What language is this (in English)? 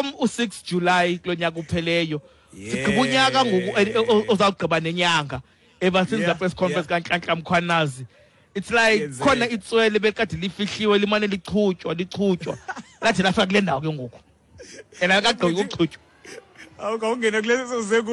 Xhosa